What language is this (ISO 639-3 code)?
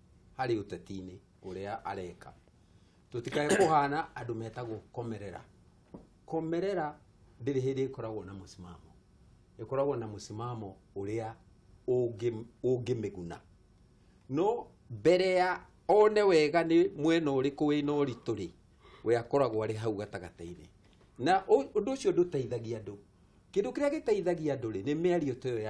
kik